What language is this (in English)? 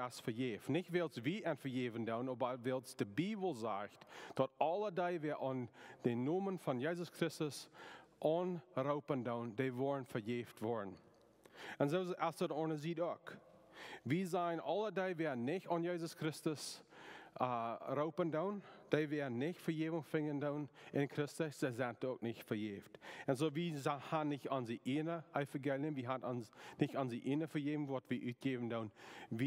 Plautdietsch